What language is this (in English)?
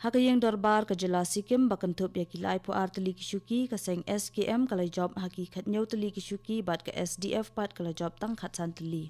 Khasi